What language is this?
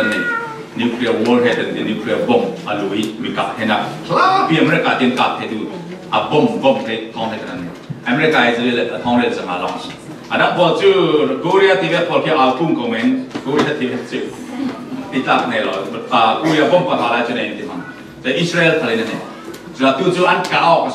Falam Chin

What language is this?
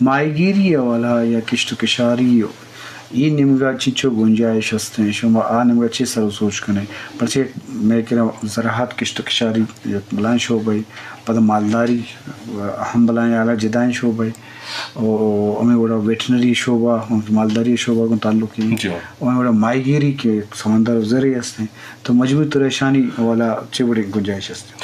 Eastern Balochi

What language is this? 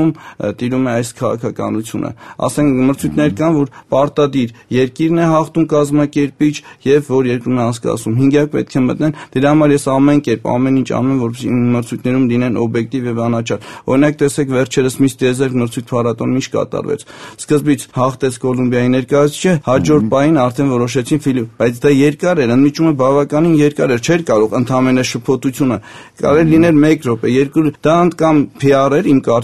Armenian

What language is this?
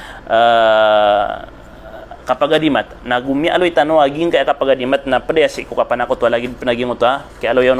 Maranao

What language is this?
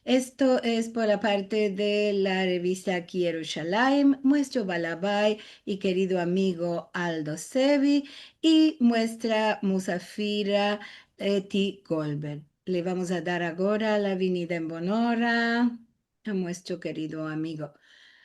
Ladino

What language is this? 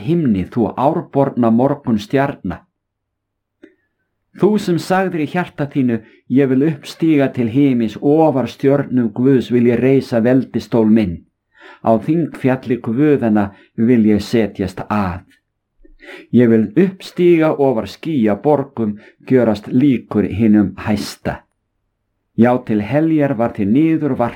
Icelandic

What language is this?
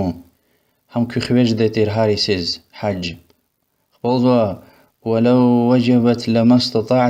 Lezghian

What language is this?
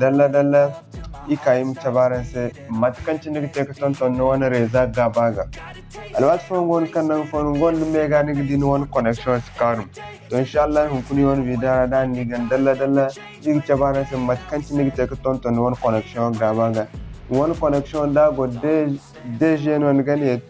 Zarma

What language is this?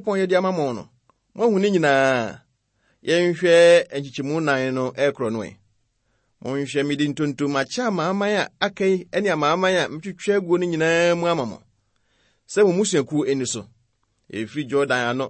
Akan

